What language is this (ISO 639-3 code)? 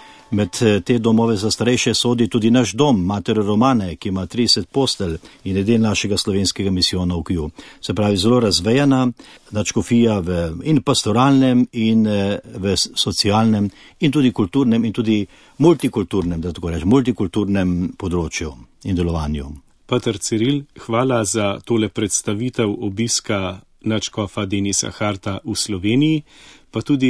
slv